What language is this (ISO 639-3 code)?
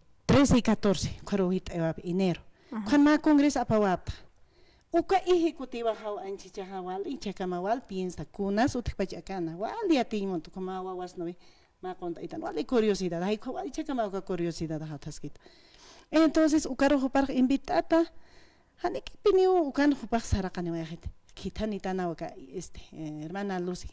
aym